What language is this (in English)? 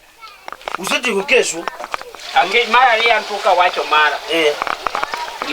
Luo (Kenya and Tanzania)